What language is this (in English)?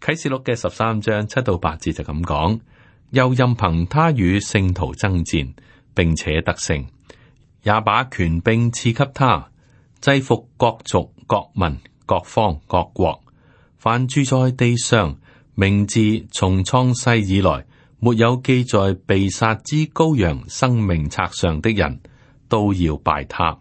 Cantonese